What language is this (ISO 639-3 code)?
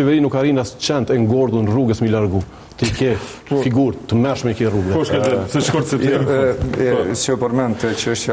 sqi